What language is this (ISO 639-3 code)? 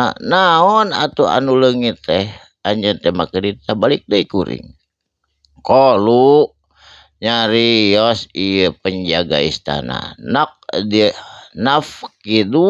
sun